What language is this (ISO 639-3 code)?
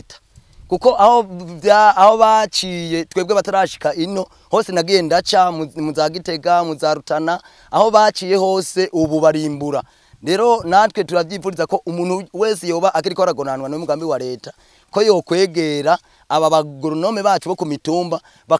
run